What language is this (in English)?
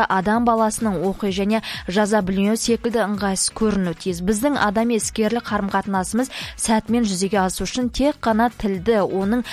Kazakh